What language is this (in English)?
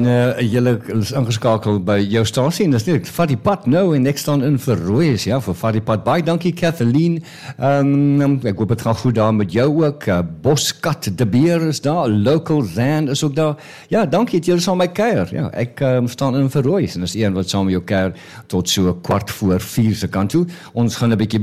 Afrikaans